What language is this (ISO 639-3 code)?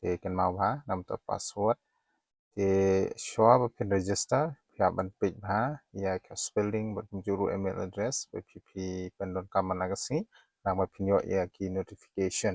kha